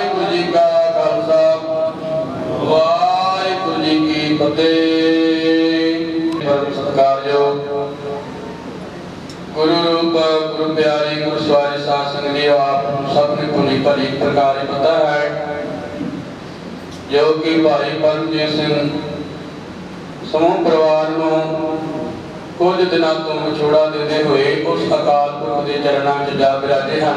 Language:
Punjabi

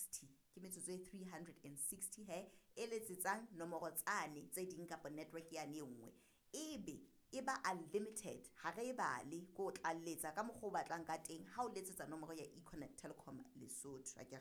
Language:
Southern Sotho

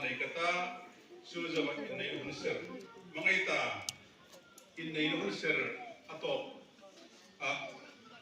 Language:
Hmar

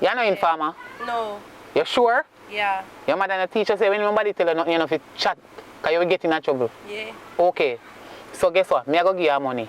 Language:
Jamaican Creole English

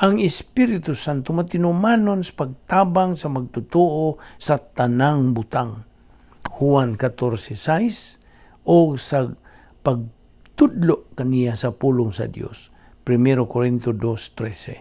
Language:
Cebuano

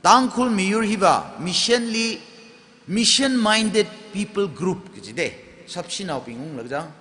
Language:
Tangkhul Naga (India)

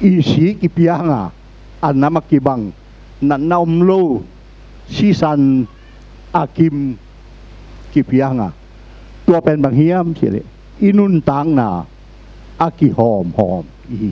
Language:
Tedim Chin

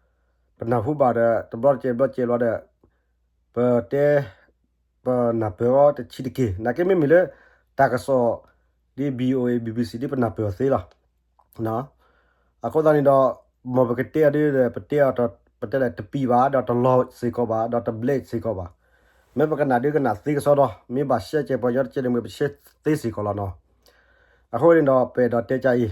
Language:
S'gaw Karen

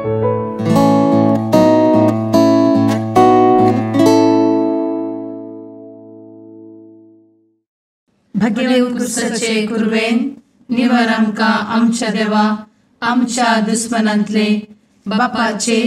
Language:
Konkani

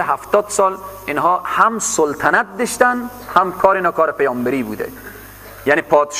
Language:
Persian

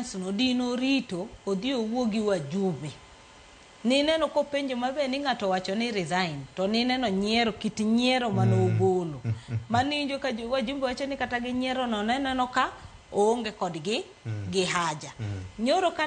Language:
Luo (Kenya and Tanzania)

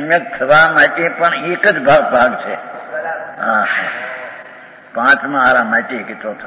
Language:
Gujarati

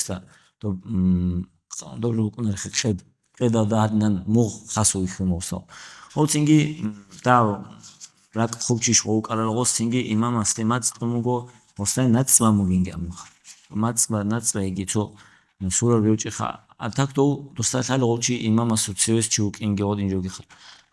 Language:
Avaric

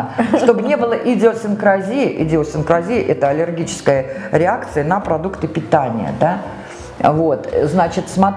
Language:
Russian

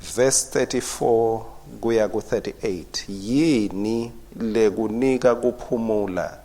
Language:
Swati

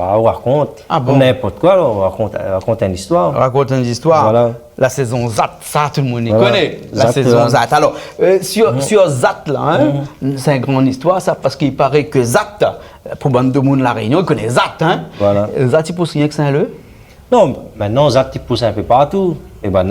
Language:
Réunion Creole French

